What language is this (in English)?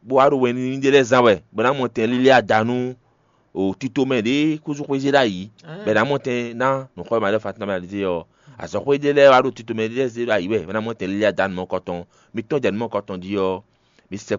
Fon